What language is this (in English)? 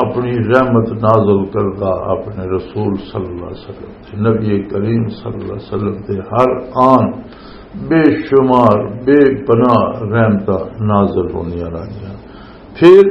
Western Panjabi